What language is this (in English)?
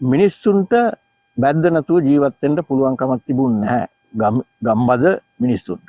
Sinhala